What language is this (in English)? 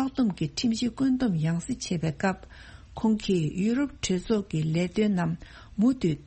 Tibetan